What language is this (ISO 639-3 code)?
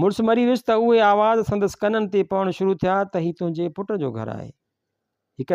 snd